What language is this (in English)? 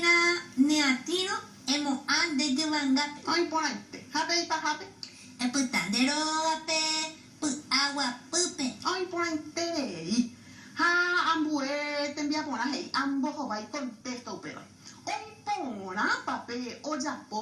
Guarani